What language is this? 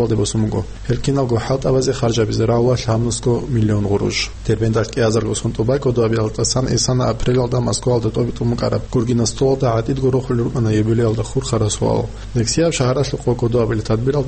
Avaric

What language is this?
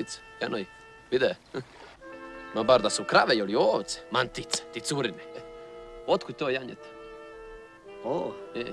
Croatian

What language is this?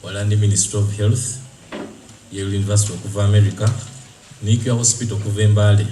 Soga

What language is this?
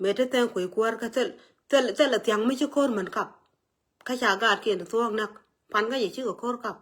Nuer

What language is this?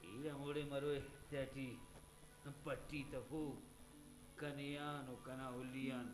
Brahui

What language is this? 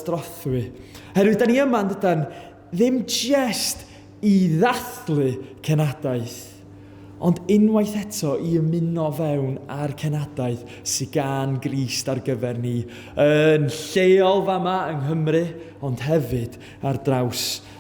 Welsh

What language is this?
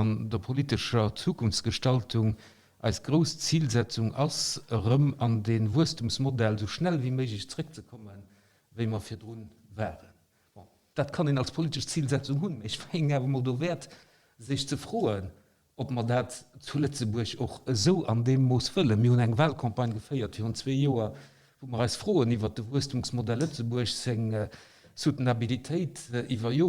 Luxembourgish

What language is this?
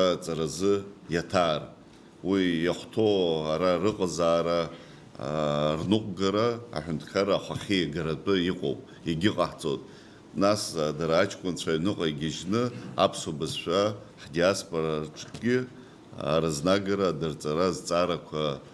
Abkhazian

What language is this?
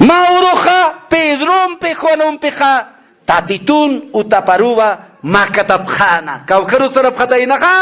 Aymara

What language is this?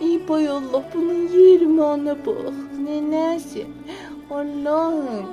South Azerbaijani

